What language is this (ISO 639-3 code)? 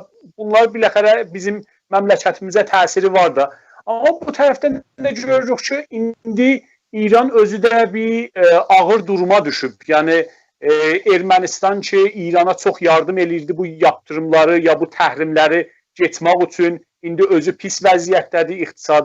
azb